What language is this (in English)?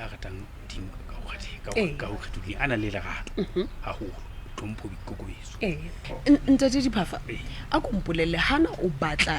Southern Sotho